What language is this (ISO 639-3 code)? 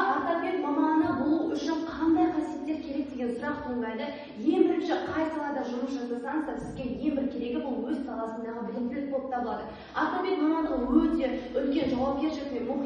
kaz